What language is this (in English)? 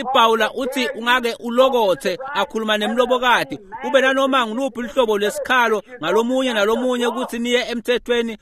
Swati